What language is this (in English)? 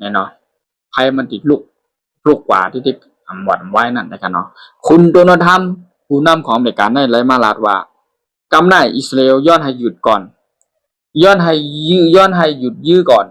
Shan